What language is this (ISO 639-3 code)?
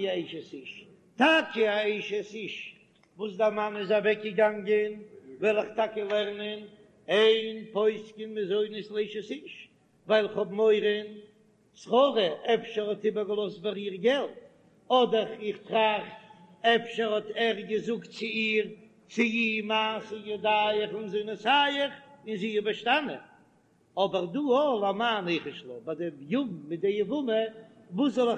yid